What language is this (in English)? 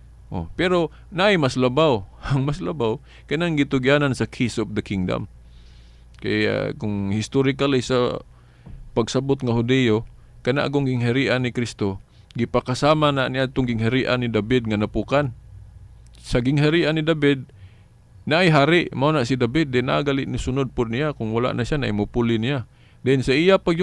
Cebuano